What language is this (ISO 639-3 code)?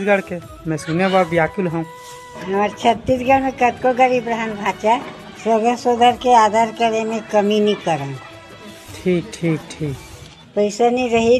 hne